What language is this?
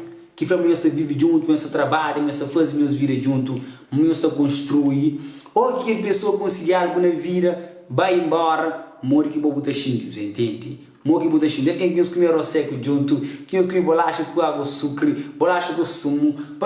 Kabuverdianu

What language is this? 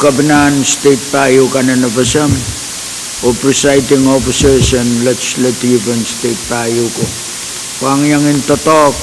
Pohnpeian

